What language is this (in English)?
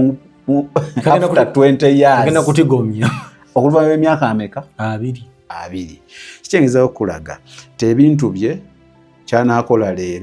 Ganda